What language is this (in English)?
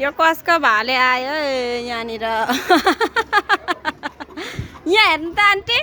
Nepali